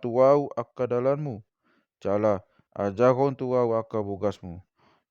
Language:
Batak Toba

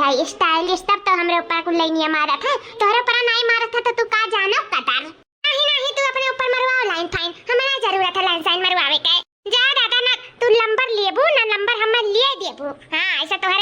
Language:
Awadhi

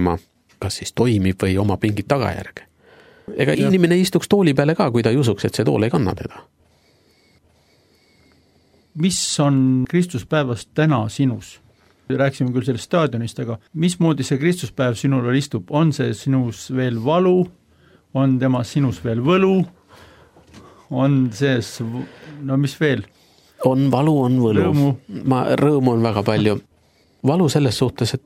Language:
Estonian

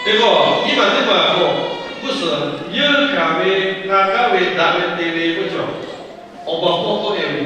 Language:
Lahu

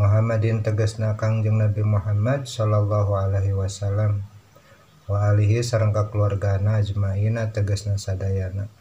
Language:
Sundanese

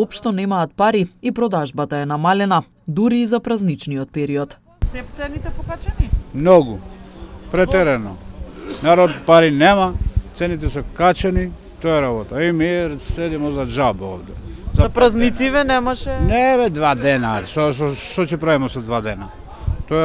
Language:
Macedonian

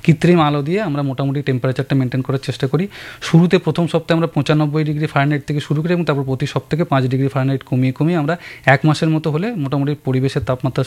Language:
Bangla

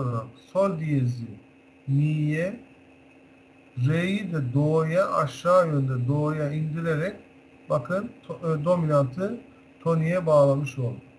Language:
Turkish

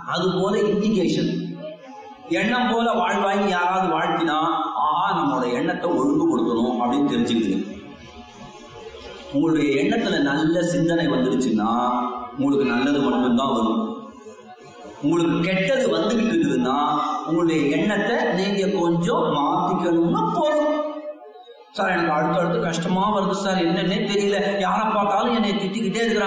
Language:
Tamil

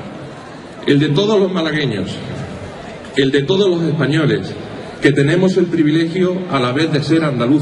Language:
Spanish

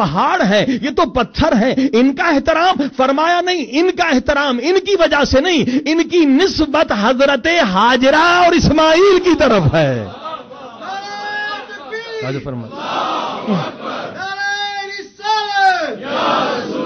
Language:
Urdu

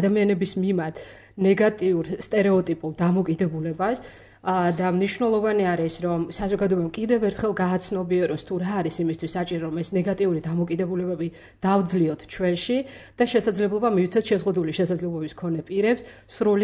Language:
Georgian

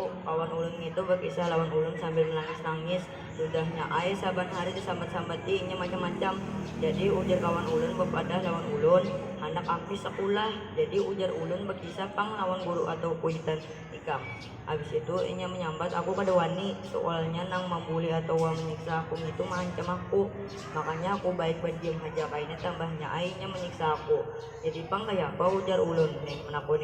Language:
Banjar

